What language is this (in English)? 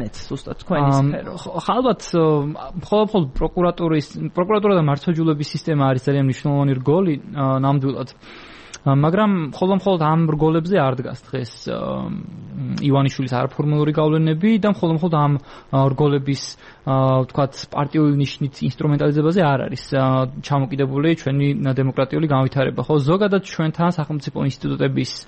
Georgian